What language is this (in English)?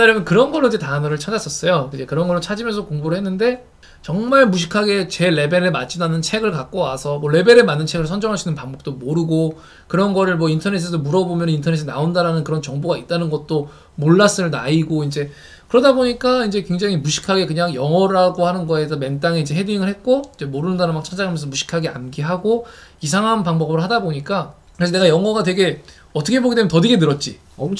Korean